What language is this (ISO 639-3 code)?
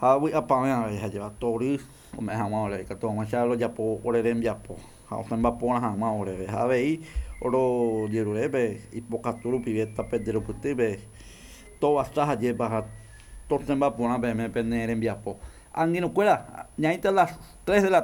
grn